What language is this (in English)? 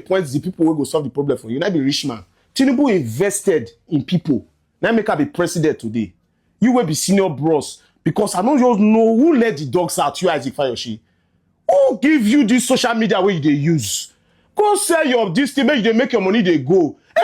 Nigerian Pidgin